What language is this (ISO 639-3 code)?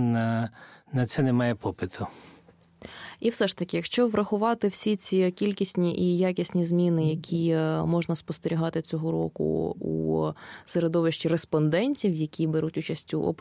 ukr